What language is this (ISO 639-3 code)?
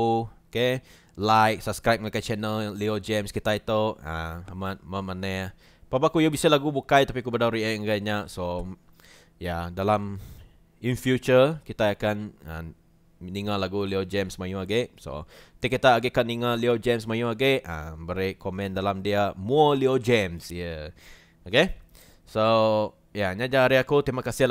iba